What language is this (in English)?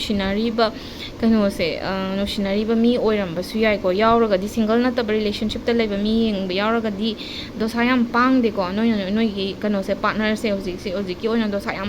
Manipuri